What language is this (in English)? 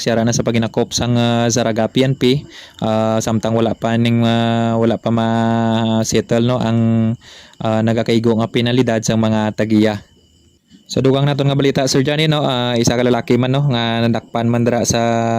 Hiligaynon